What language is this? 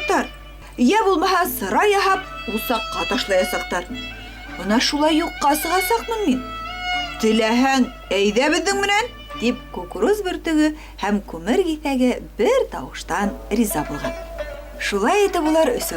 Bashkir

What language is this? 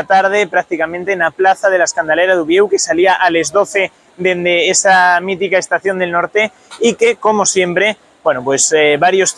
Asturian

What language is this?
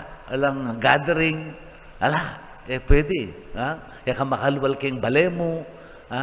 Pampanga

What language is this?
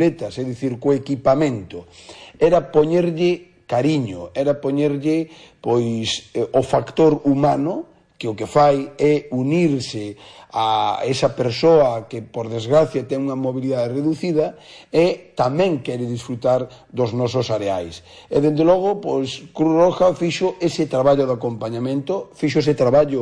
Galician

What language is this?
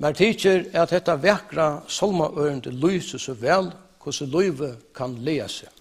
Faroese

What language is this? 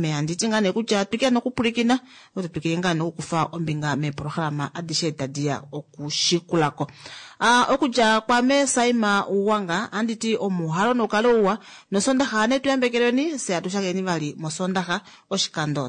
Kuanyama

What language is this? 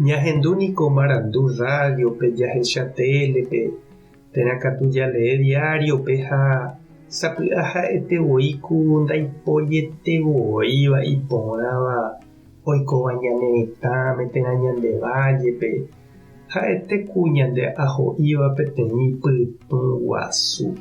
Guarani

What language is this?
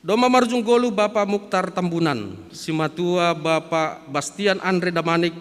Batak Simalungun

